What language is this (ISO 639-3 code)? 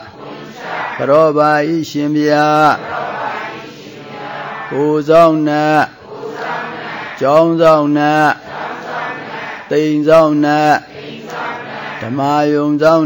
mya